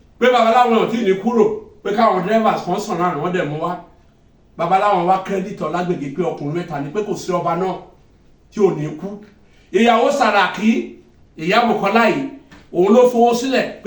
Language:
Yoruba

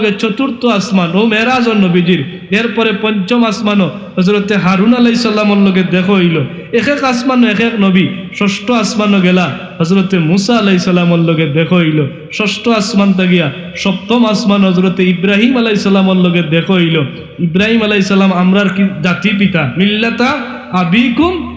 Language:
Sylheti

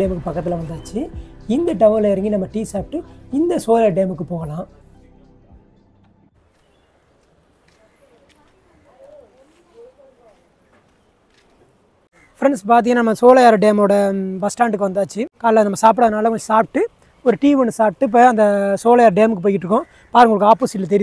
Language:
Tamil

